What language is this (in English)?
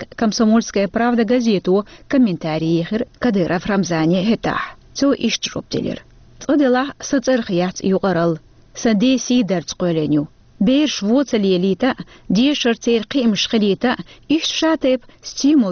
Chechen